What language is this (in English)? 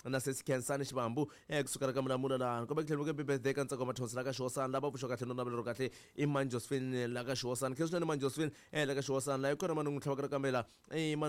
Tsonga